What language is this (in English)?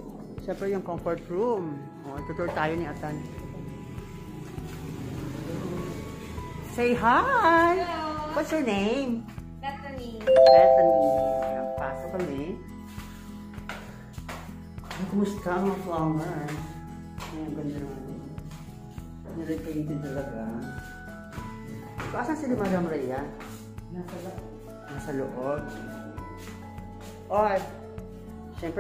Filipino